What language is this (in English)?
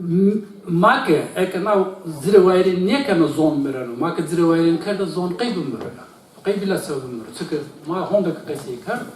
Zaza